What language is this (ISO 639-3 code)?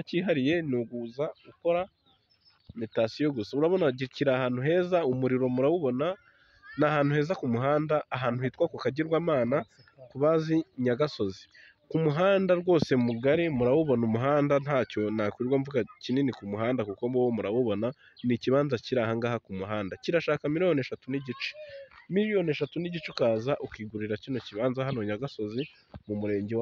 kin